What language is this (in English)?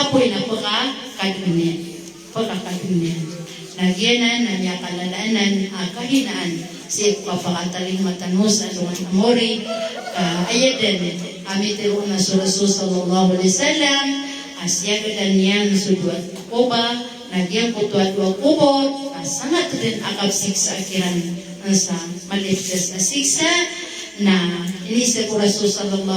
Maranao